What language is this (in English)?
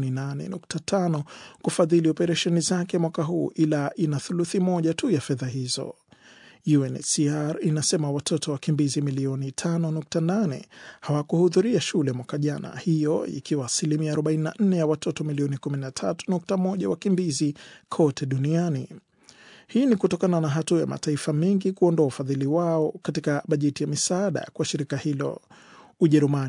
Swahili